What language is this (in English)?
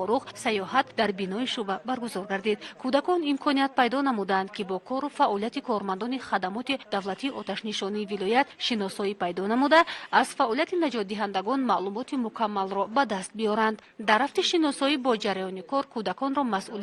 Tajik